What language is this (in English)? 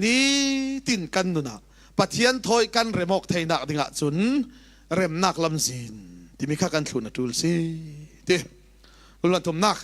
Falam Chin